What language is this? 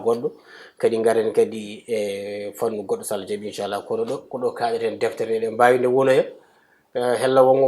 Fula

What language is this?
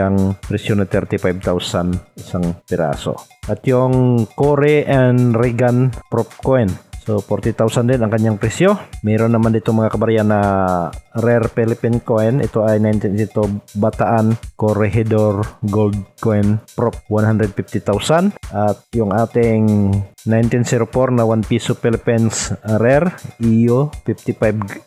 Filipino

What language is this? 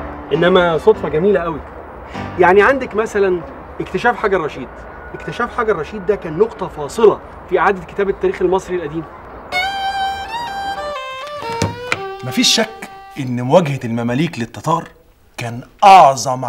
Egyptian Arabic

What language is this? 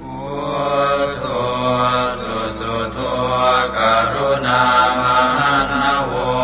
Pali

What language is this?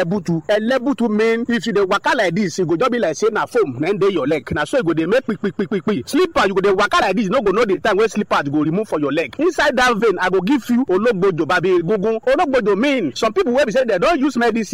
Nigerian Pidgin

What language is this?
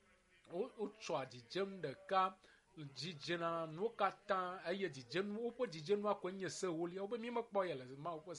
Ewe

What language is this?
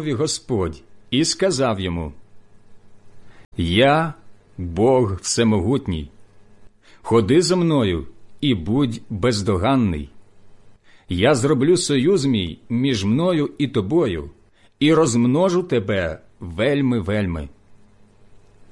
Ukrainian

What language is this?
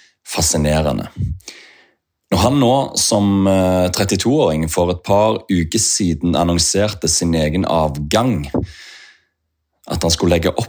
Norwegian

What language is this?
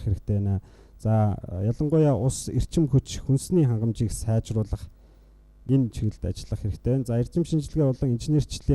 Mongolian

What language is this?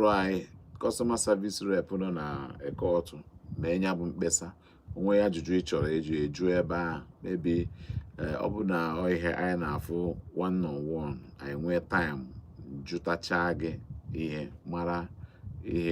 Igbo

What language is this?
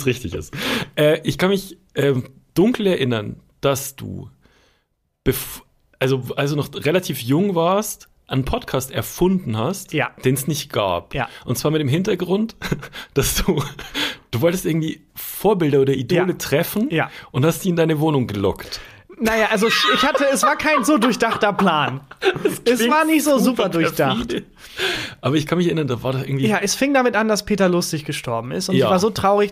German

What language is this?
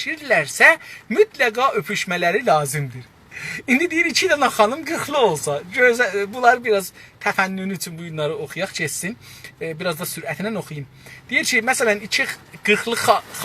South Azerbaijani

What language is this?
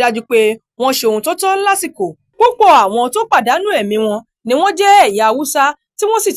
Yoruba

